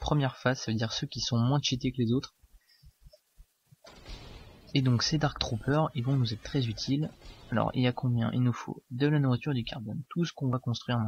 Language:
French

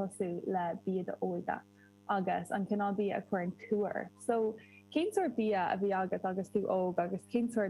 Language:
Irish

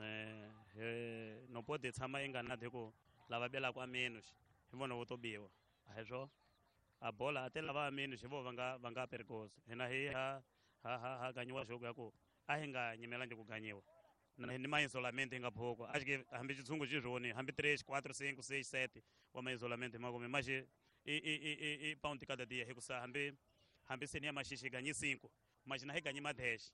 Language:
Tsonga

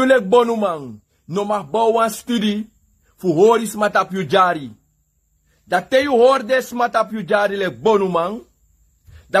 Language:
Sranan Tongo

